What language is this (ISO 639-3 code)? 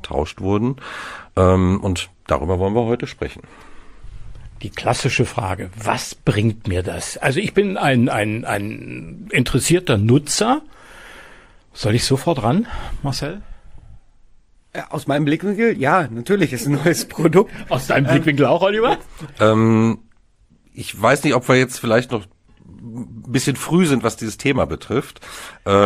deu